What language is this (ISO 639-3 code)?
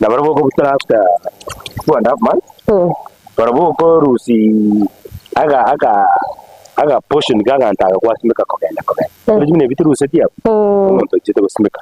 guz